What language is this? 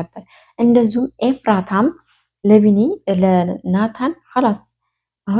Amharic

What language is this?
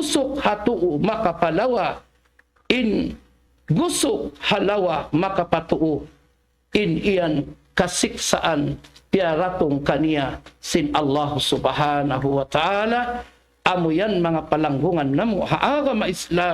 Tausug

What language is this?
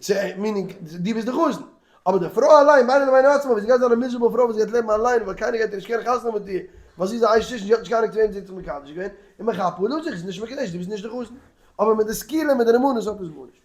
Yiddish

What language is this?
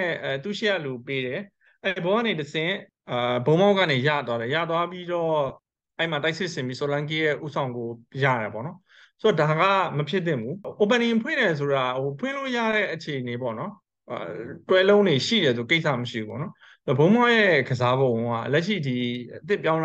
Burmese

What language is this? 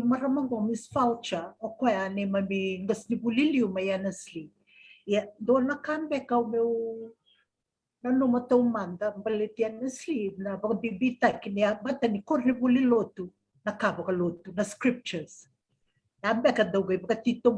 Fijian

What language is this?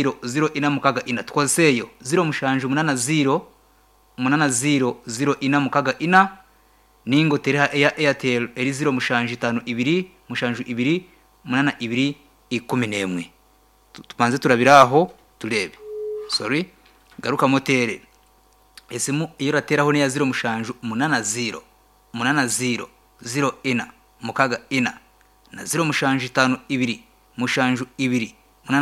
Nyankole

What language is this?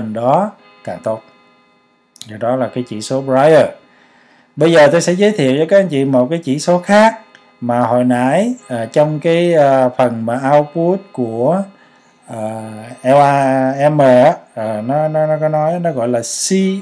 Vietnamese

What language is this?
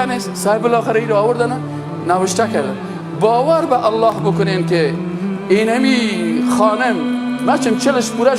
Persian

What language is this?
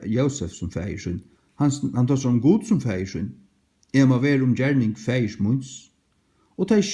Faroese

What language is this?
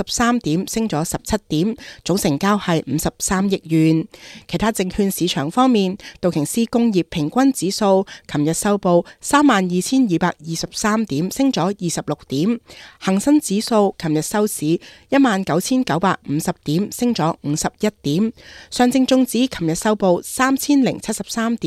Cantonese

